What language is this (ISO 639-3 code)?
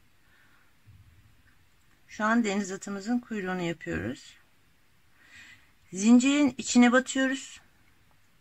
tur